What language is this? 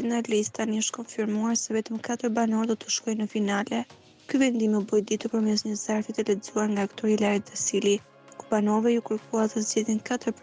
Albanian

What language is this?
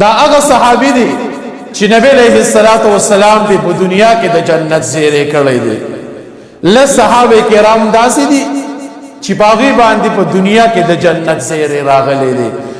Pashto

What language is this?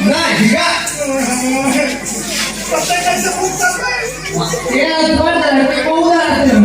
Chhattisgarhi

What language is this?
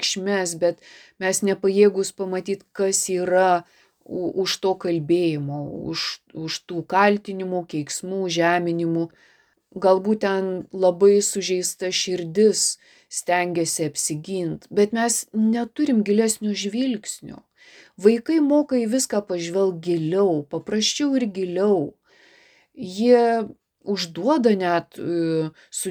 Lithuanian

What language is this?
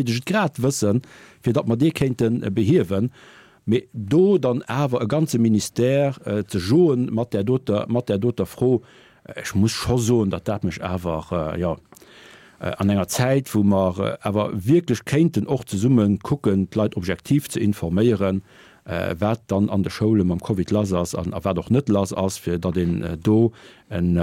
Luxembourgish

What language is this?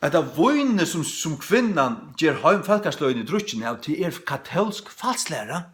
Faroese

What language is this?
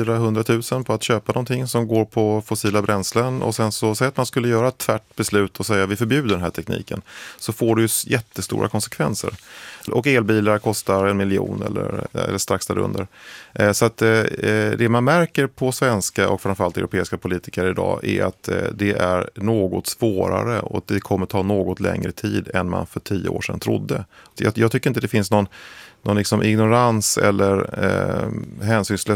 Swedish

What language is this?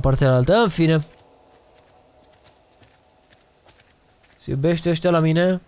Romanian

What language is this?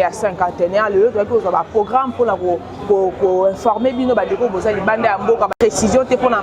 Lingala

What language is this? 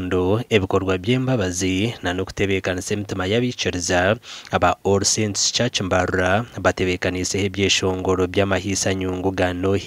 Nyankole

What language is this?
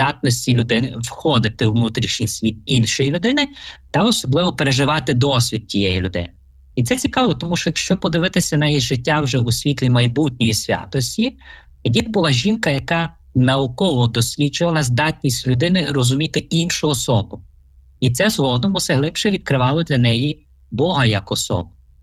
Ukrainian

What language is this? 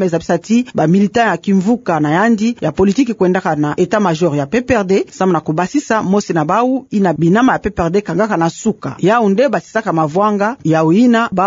Kituba (Democratic Republic of Congo)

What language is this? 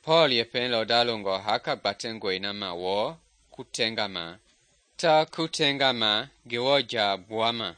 Mende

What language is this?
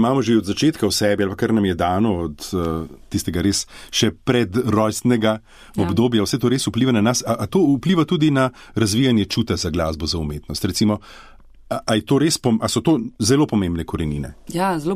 Slovenian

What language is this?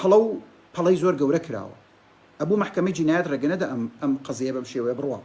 Central Kurdish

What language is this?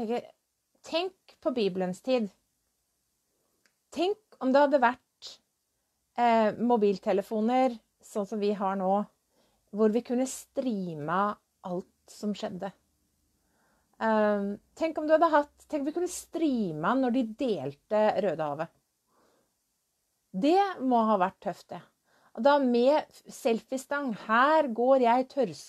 Norwegian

